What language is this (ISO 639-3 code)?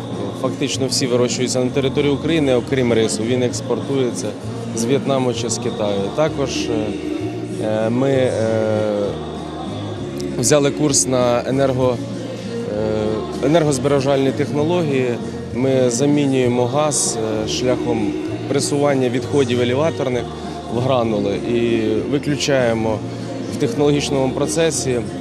ukr